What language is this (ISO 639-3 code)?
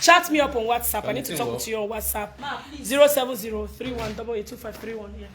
pcm